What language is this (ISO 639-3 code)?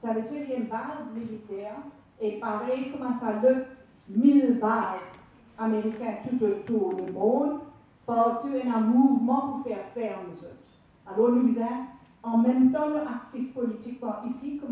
mfe